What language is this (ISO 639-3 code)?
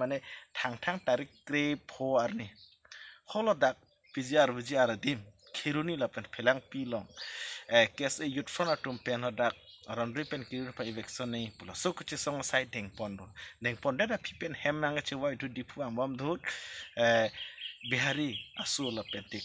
mjw